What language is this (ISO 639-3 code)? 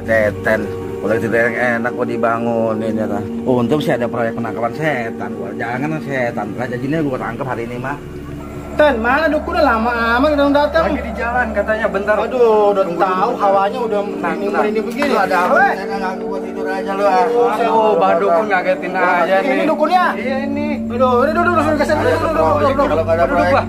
bew